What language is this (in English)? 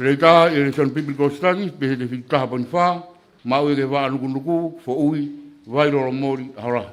Tongan